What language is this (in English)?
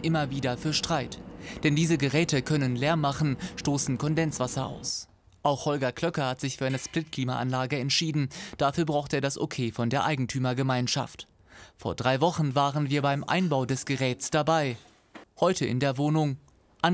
German